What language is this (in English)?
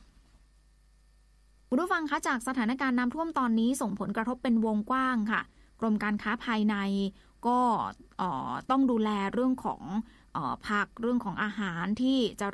Thai